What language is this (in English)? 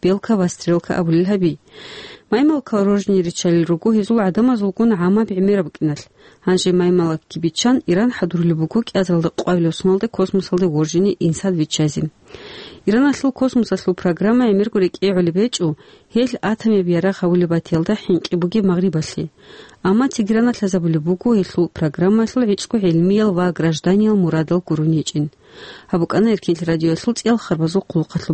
Avaric